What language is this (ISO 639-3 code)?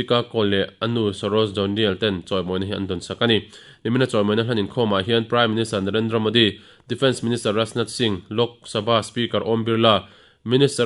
lus